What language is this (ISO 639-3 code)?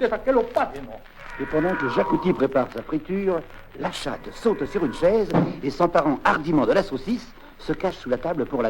oci